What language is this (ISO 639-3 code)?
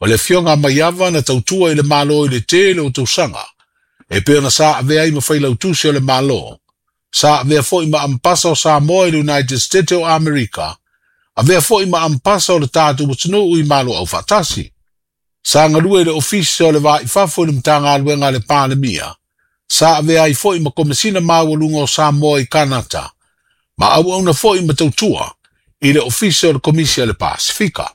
smo